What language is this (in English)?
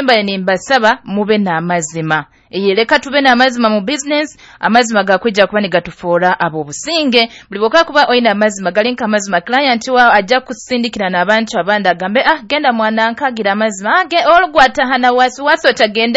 Nyoro